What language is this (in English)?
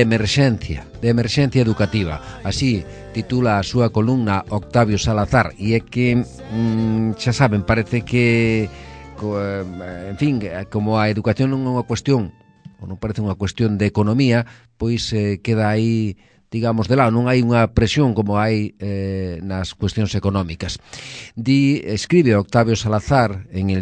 Galician